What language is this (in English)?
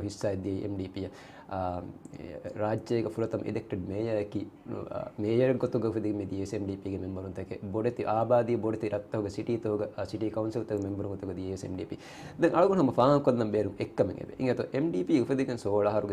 Divehi